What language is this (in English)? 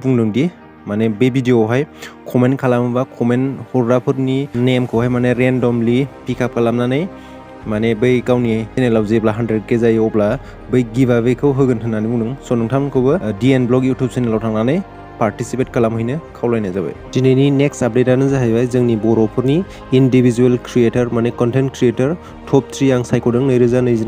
Bodo